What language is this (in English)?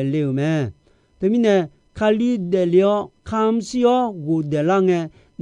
Akha